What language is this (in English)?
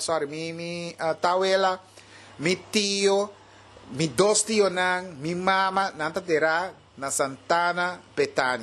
Papiamento